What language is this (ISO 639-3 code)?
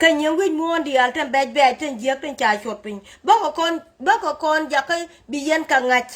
nus